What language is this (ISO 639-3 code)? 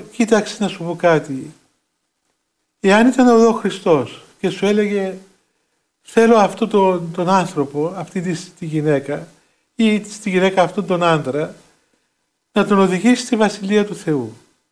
ell